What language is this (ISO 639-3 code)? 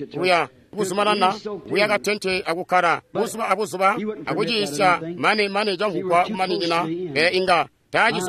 toi